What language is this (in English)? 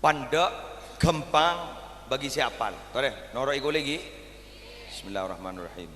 Madurese